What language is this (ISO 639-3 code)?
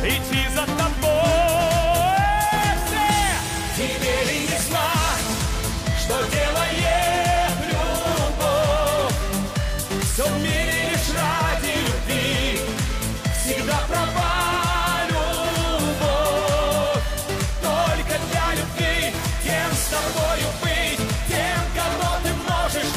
rus